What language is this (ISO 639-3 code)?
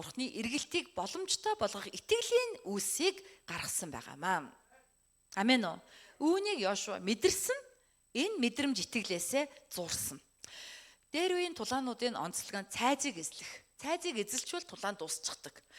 mon